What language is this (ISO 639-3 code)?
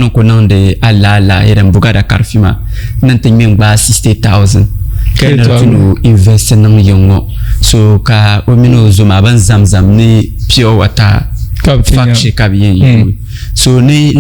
dag